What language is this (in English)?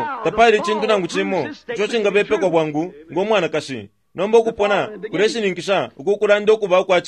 Bemba